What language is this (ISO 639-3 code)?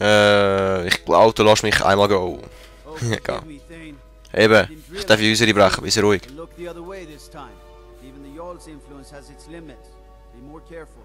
gsw